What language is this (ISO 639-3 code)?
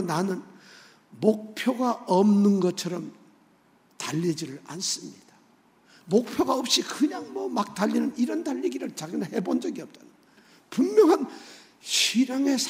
kor